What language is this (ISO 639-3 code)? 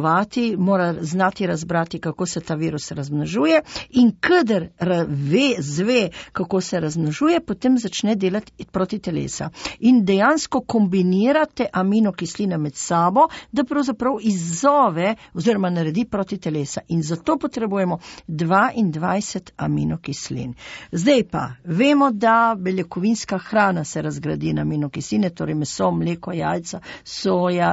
slv